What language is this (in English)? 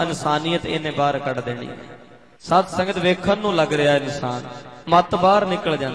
Punjabi